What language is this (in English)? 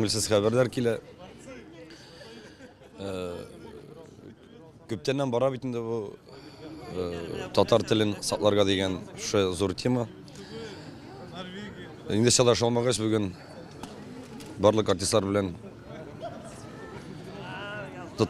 Tatar